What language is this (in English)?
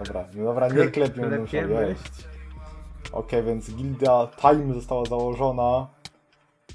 Polish